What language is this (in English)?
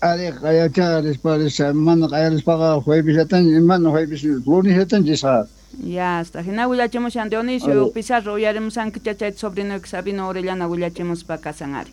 Quechua